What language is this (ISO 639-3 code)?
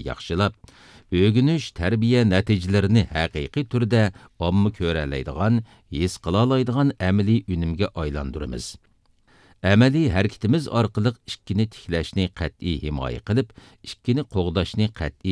uig